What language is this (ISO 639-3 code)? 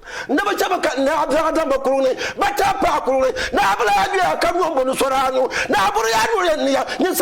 dag